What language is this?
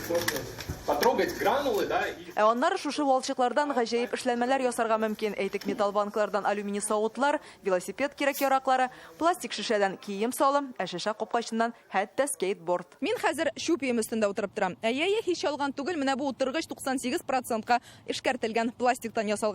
Tatar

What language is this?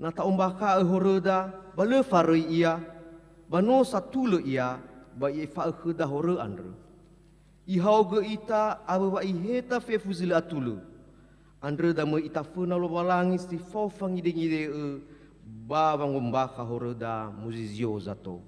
Nias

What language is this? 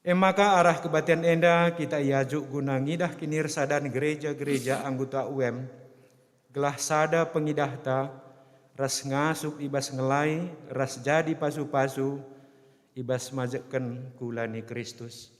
Batak Karo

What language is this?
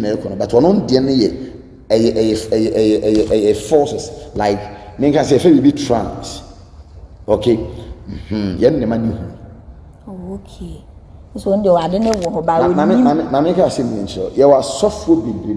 Akan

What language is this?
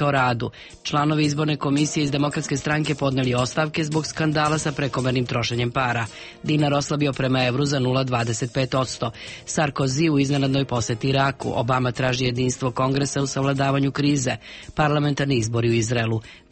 Serbian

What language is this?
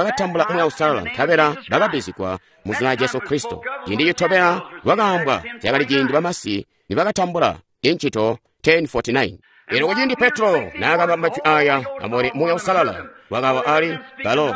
Tonga (Zambia)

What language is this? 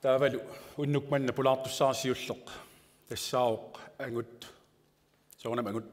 Kalaallisut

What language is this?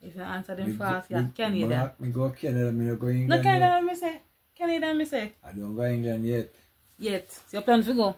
Jamaican Creole English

